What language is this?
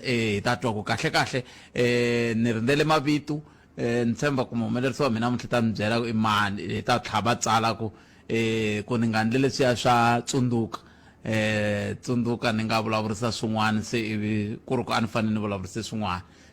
Tsonga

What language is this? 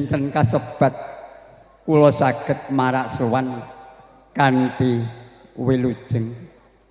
Javanese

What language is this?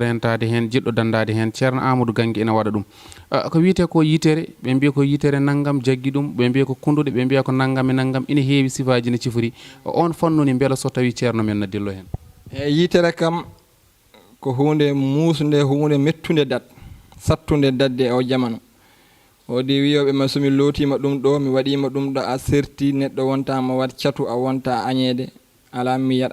Fula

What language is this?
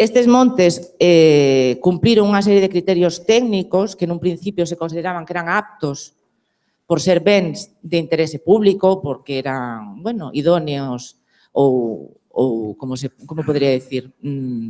Galician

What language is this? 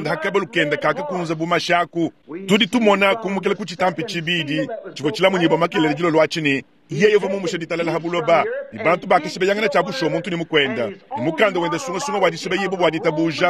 Luba-Lulua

